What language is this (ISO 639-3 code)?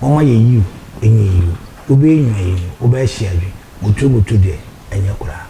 aka